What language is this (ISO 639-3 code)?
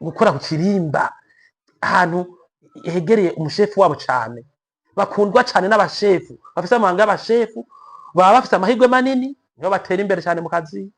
run